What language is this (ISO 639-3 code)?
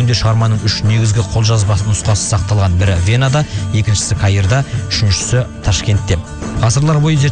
kaz